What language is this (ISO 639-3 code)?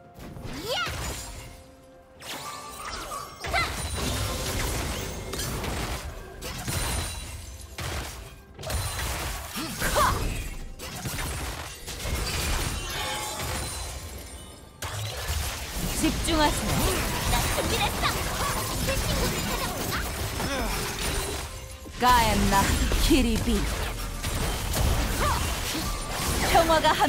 kor